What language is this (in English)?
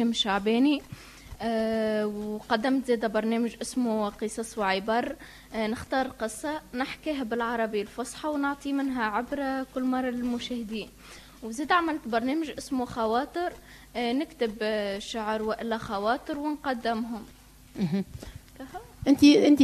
Tunisian Arabic